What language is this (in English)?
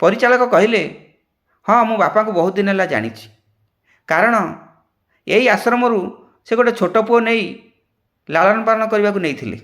Odia